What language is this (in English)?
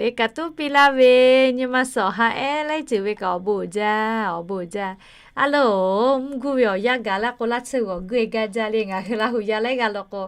Lahu